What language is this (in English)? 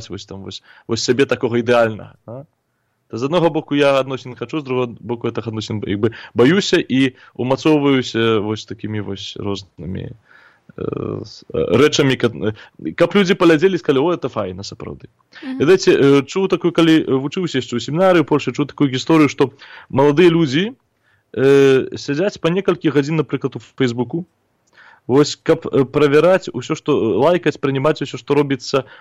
Belarusian